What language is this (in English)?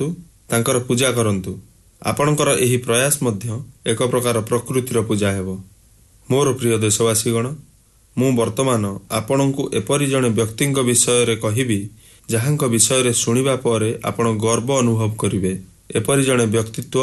Odia